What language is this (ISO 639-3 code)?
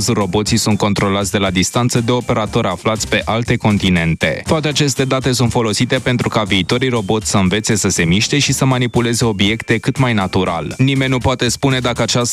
ron